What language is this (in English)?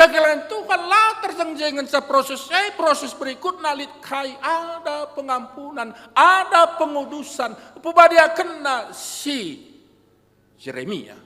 Batak Karo